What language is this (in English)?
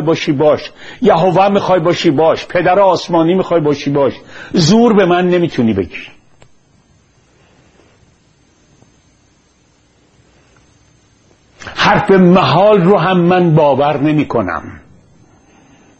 Persian